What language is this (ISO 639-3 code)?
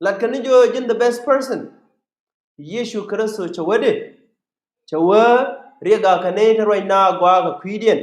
nus